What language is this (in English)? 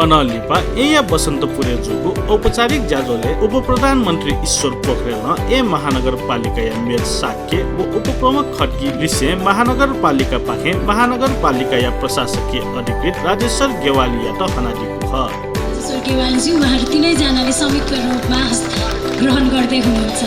Newari